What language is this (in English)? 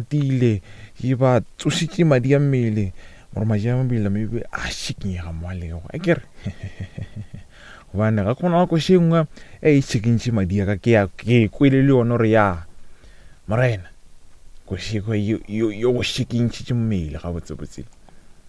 Northern Sotho